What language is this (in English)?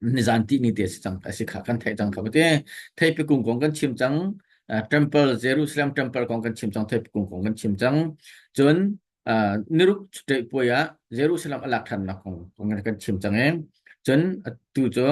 Hakha Chin